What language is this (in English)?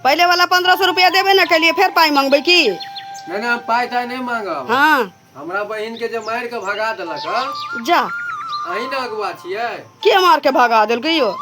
Maithili